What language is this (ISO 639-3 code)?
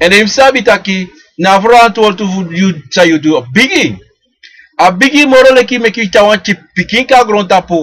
srn